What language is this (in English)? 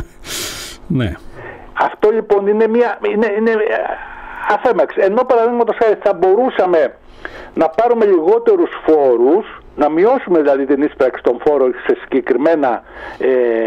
Greek